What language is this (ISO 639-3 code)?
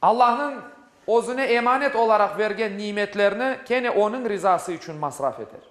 crh